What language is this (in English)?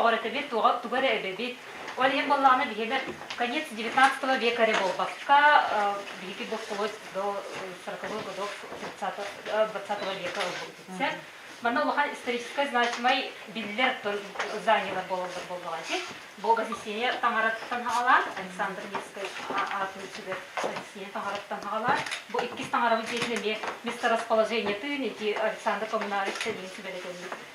Yakut